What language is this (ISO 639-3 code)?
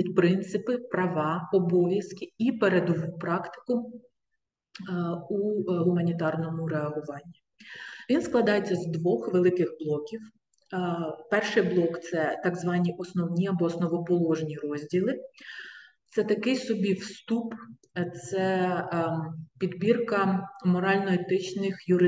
ukr